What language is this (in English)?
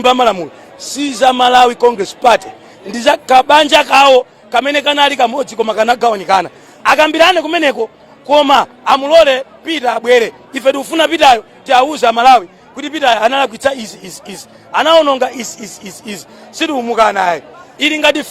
Nyanja